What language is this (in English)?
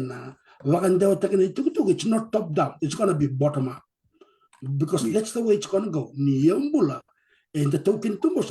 Fijian